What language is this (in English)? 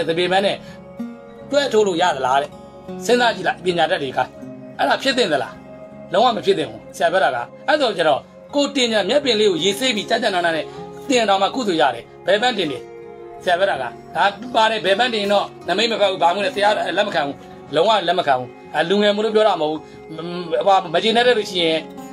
Burmese